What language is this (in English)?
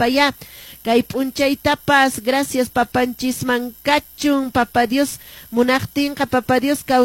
Quechua